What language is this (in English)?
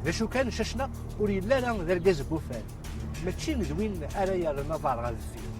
Kabyle